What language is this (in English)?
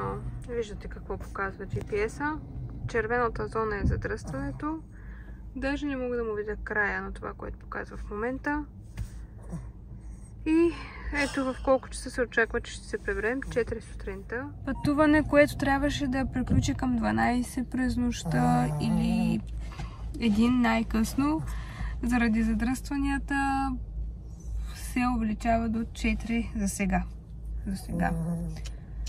Bulgarian